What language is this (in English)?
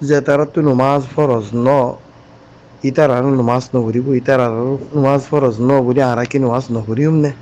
Rohingya